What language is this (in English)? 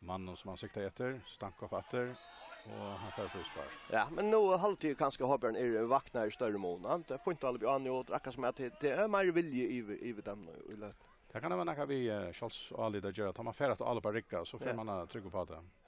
Faroese